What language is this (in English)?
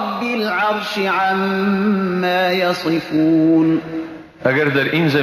Persian